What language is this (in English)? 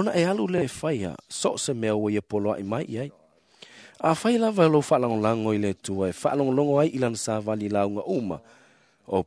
Samoan